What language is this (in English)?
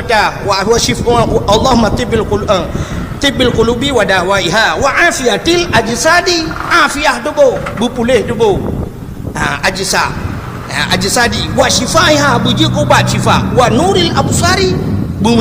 Achinese